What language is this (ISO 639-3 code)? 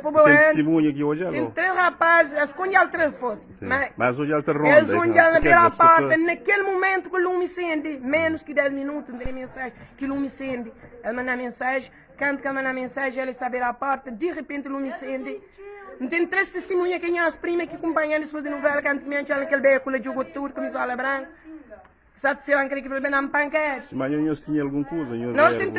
kea